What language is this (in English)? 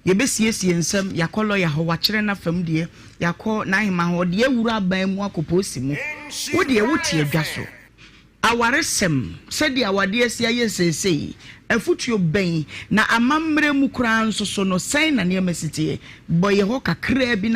Akan